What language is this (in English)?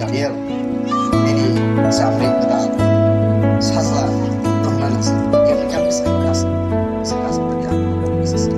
Kok Borok